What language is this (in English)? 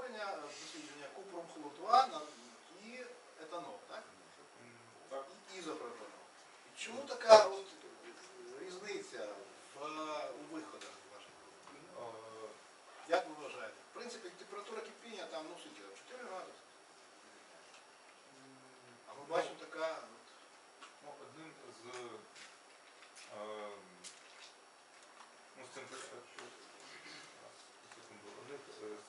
Ukrainian